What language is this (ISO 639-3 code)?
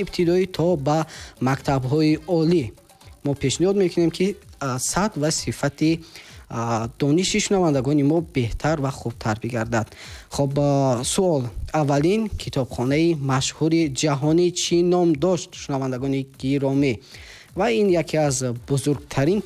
tgk